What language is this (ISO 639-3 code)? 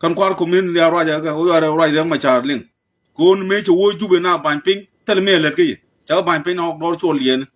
nus